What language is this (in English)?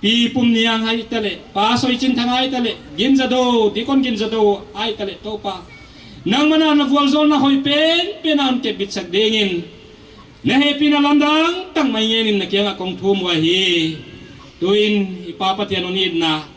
Paite Chin